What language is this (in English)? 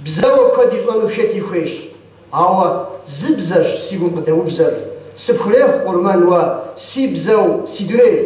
Kabardian